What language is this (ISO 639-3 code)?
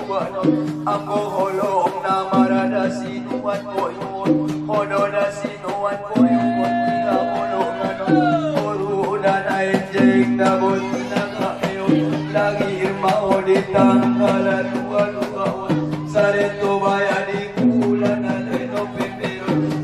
akb